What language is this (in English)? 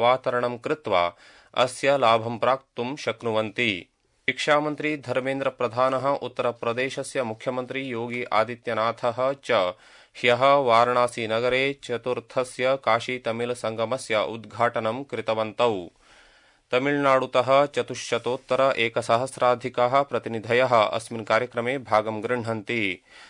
Sanskrit